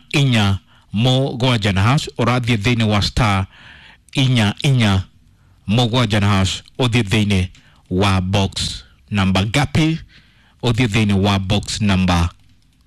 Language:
Kikuyu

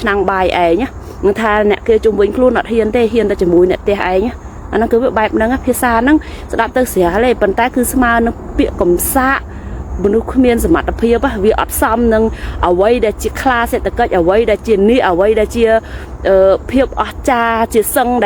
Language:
Khmer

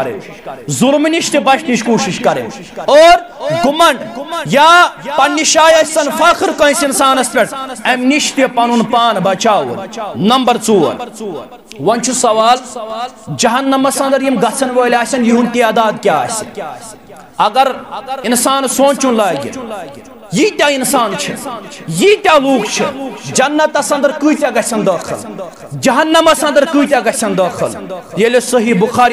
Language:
Kashmiri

